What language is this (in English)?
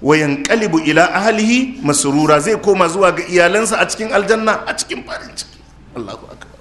Hausa